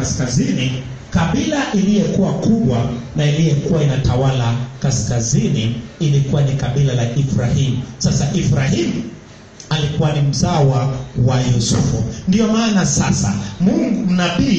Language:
Swahili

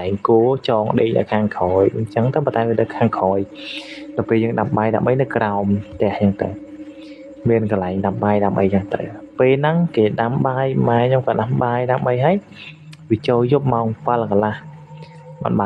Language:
Khmer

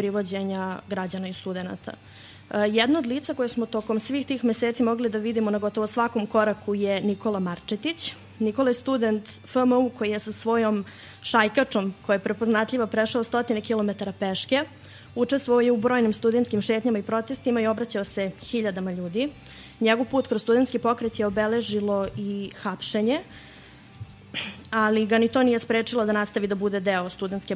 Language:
Serbian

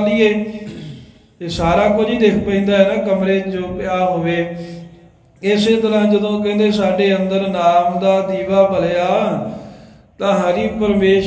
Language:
Punjabi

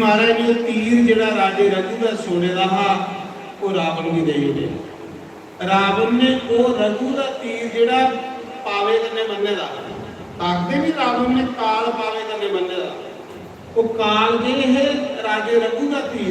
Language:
Dogri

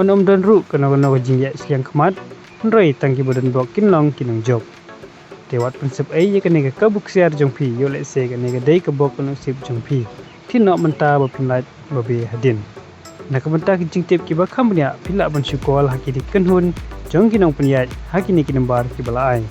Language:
Khasi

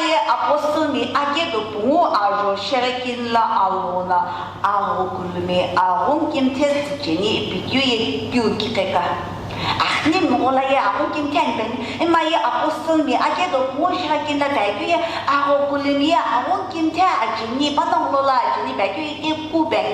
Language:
Sumi Naga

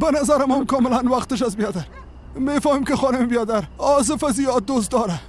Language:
Persian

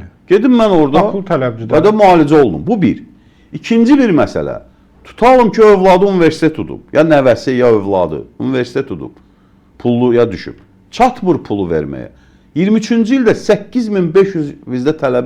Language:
Azerbaijani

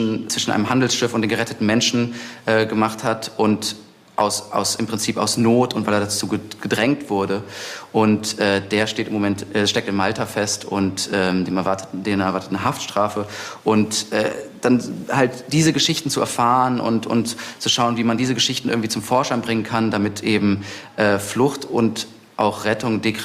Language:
German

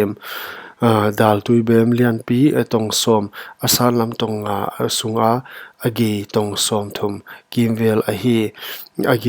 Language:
Paite Chin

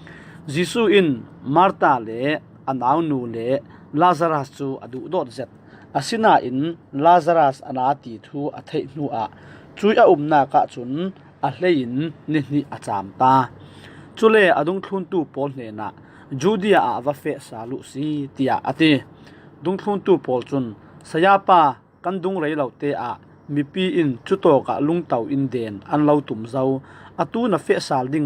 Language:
Falam Chin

